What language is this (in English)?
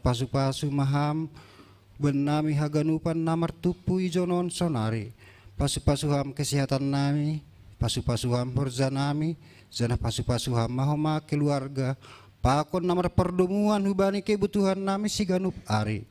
Batak Simalungun